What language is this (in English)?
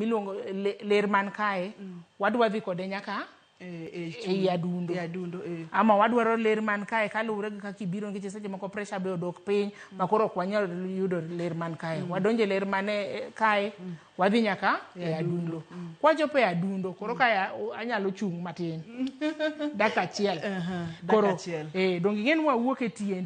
Luo (Kenya and Tanzania)